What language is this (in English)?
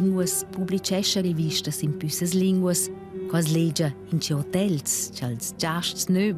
Romansh